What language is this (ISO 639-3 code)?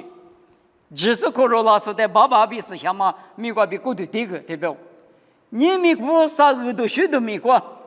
lis